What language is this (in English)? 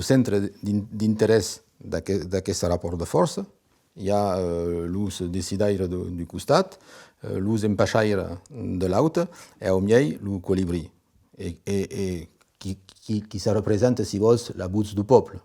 Occitan